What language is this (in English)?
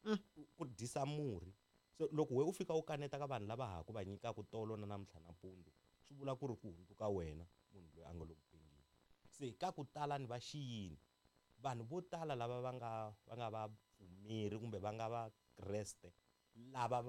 Tsonga